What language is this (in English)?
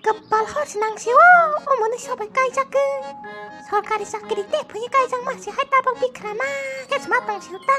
Kok Borok